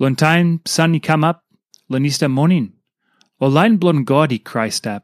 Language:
Tok Pisin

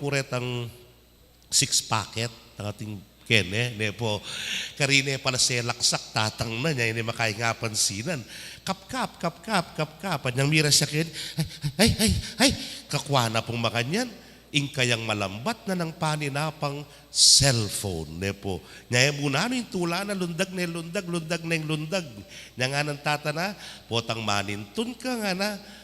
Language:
Pampanga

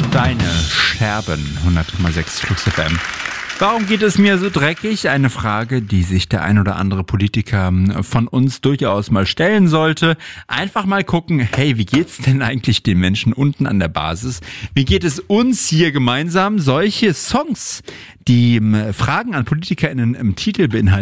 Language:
German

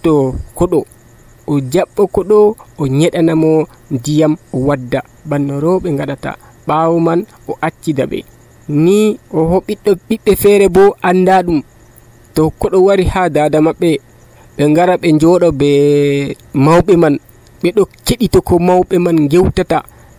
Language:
Nigerian Fulfulde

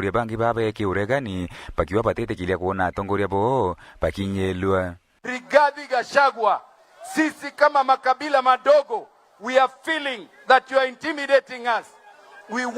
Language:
Meru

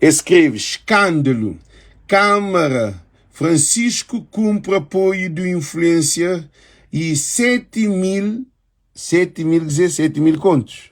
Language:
Kabuverdianu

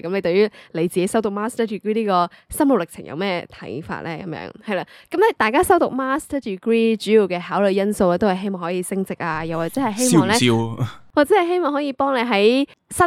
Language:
Cantonese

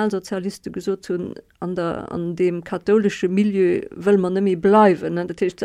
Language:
Luxembourgish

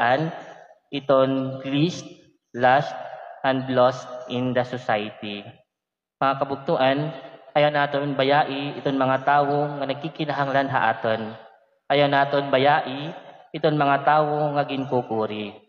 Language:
Waray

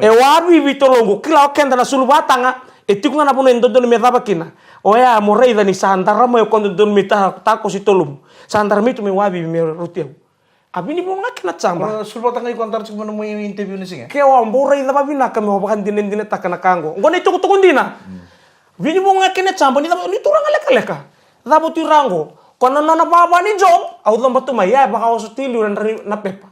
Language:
Fijian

